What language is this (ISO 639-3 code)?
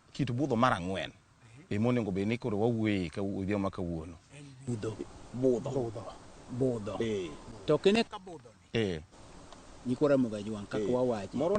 luo